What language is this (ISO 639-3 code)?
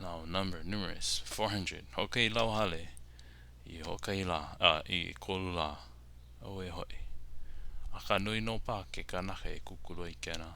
haw